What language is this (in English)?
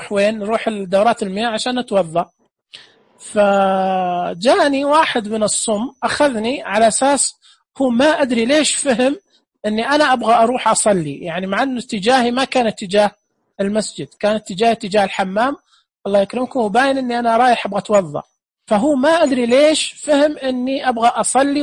Najdi Arabic